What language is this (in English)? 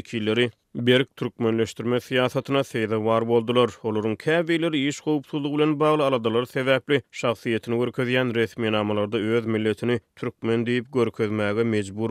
Turkmen